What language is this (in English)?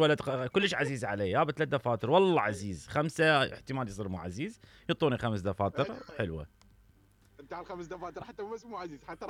Mesopotamian Arabic